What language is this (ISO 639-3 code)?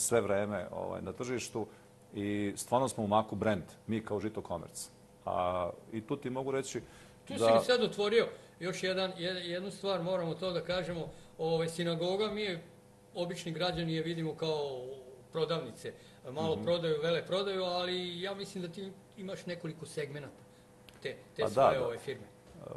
srp